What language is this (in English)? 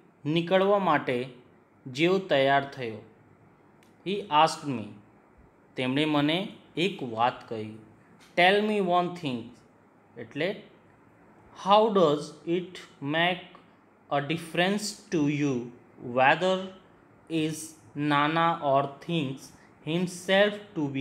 Gujarati